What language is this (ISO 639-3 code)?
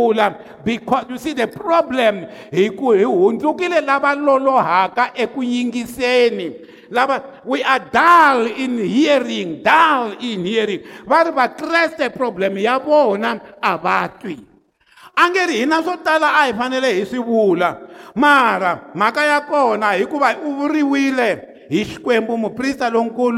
tso